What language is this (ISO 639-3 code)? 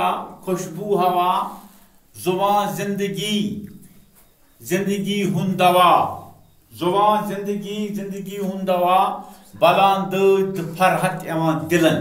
kas